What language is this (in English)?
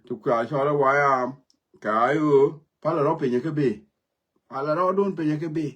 Nuer